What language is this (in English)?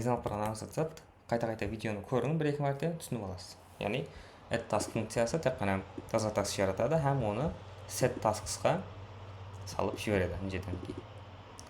Kara-Kalpak